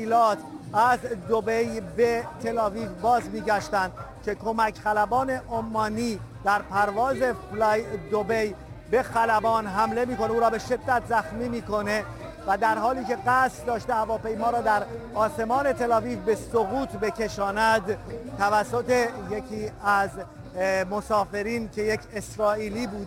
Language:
Persian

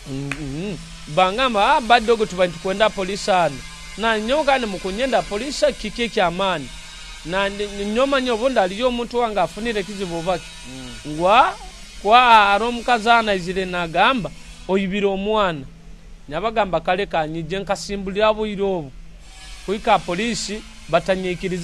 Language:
Nyoro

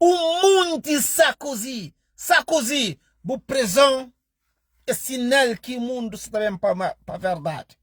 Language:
Kabuverdianu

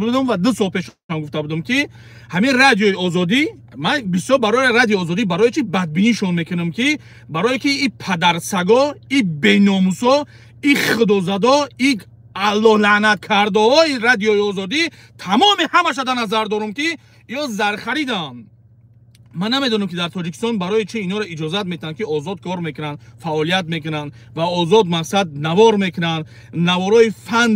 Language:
Tajik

